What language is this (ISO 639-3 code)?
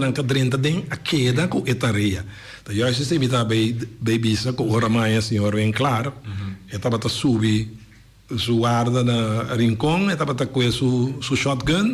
pap